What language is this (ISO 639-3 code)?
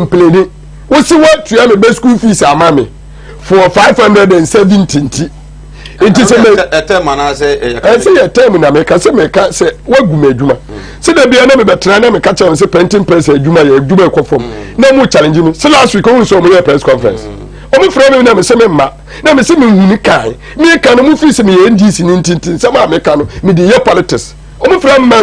aka